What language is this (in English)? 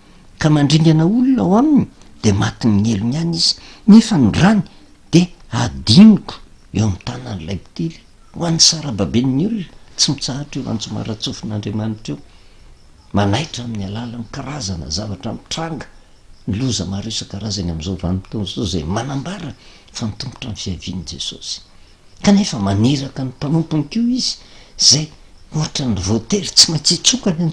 Malagasy